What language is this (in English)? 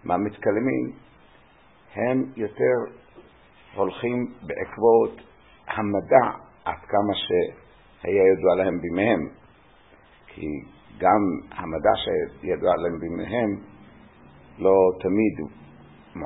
Hebrew